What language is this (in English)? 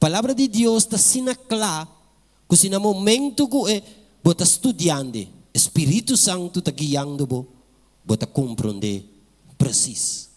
Papiamento